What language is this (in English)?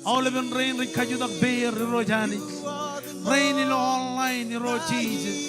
Marshallese